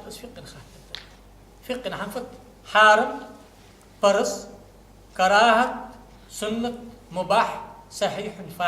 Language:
Ingush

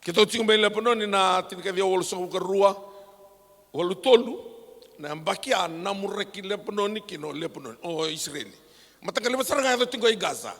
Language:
Fijian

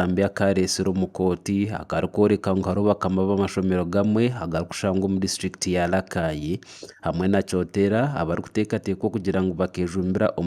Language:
Nyankole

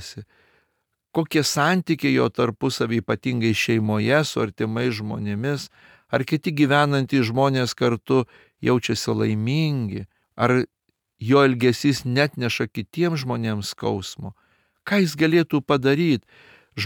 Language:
Lithuanian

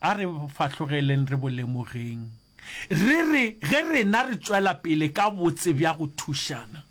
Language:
Northern Sotho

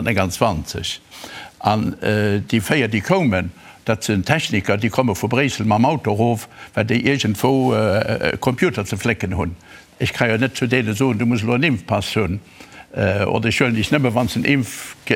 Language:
Luxembourgish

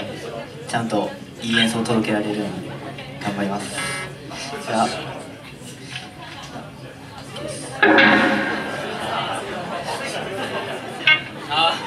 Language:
Japanese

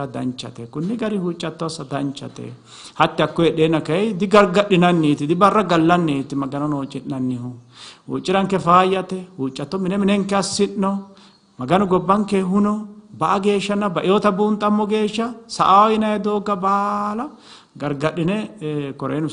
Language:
Sidamo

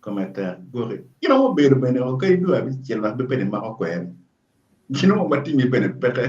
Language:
Acoli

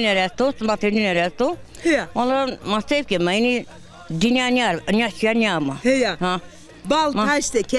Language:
Zaza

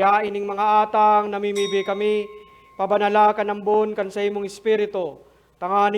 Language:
Bikol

